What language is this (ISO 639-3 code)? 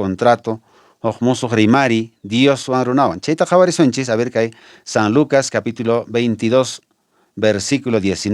que